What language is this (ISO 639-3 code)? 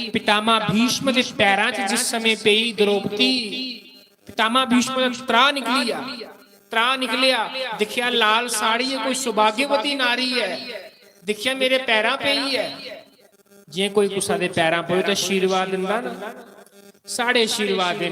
doi